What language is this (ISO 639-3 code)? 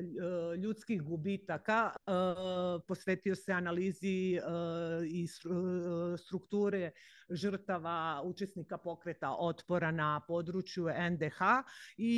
srp